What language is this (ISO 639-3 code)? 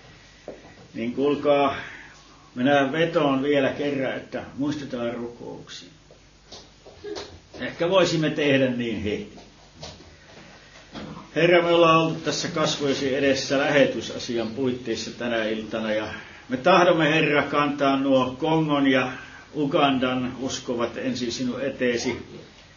fin